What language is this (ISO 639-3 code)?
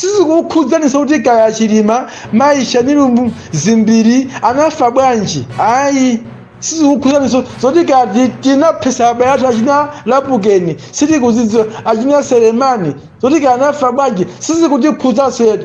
nya